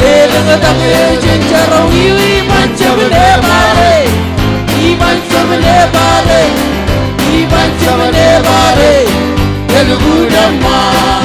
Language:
Marshallese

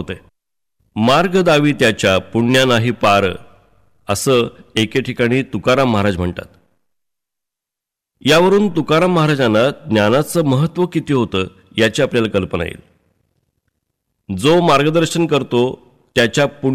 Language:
Marathi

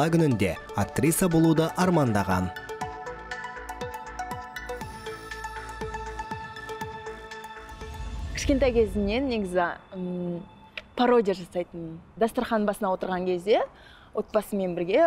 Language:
Kazakh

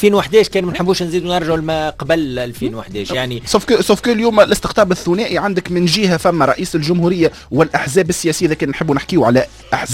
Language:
Tunisian Arabic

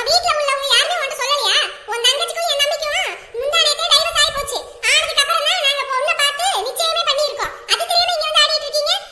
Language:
Tamil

